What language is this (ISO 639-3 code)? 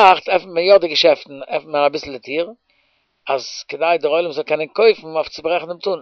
yid